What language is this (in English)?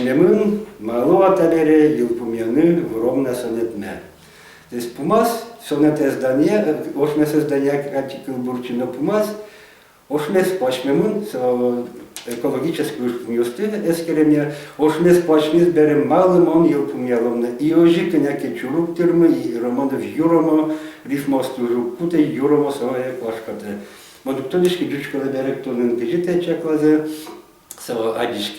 Udmurt